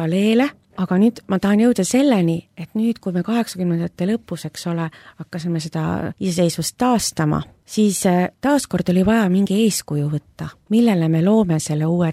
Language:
Estonian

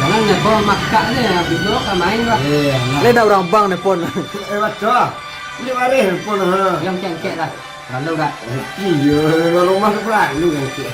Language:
Minangkabau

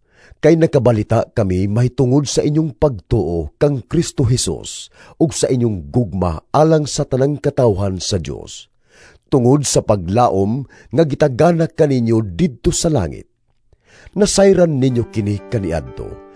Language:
Cebuano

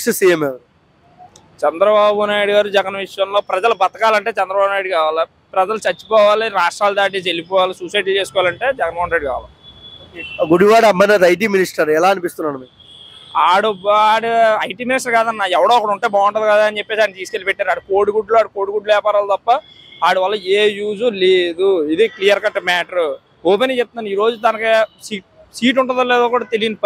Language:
Telugu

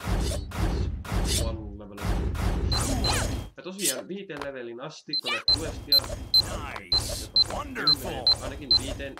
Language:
Finnish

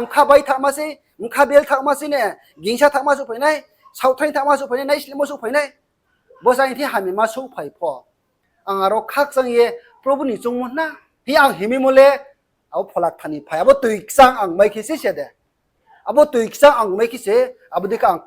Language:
Riang (India)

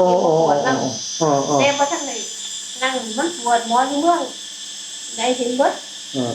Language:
Northeastern Thai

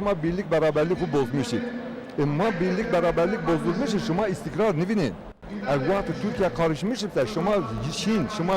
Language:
Zaza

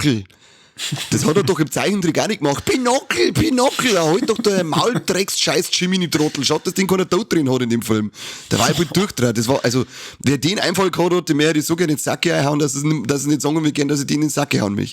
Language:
Bavarian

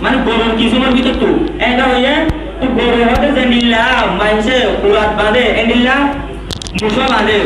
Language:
Rohingya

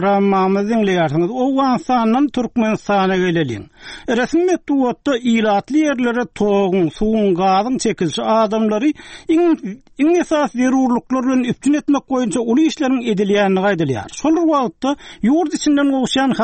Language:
Turkmen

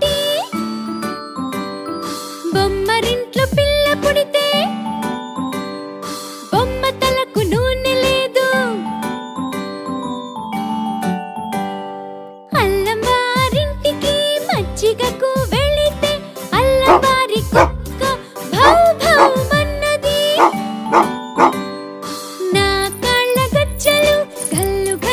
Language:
Telugu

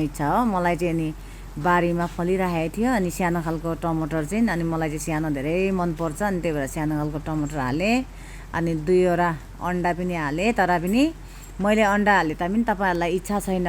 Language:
Nepali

